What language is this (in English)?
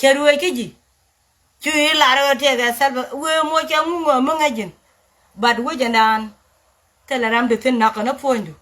Nuer